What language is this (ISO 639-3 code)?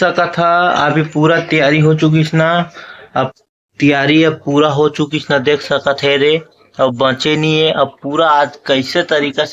hne